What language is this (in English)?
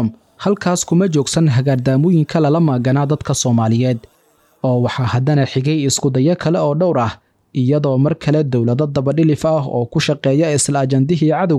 Somali